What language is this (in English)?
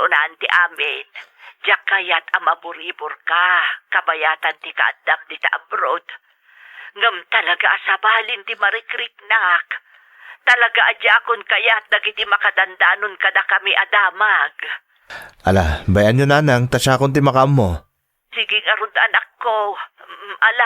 Iloko